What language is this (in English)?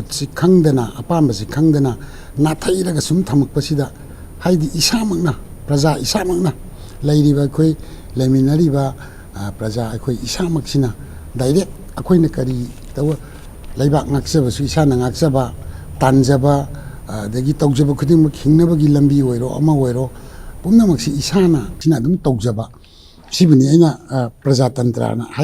Manipuri